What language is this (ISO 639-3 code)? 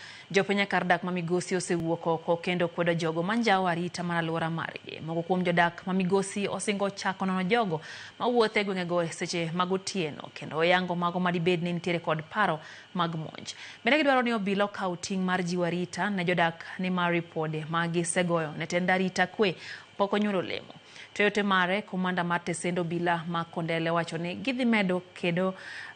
luo